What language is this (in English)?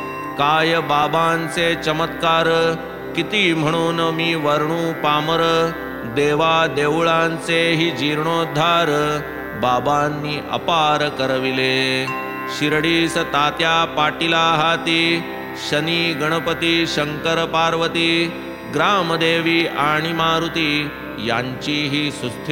Marathi